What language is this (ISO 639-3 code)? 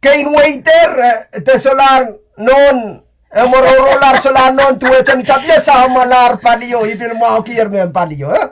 pon